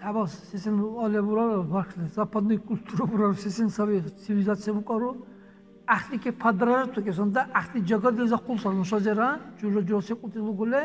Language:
Dargwa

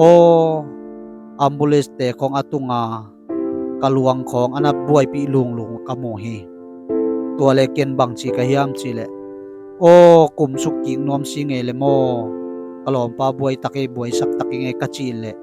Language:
Tedim Chin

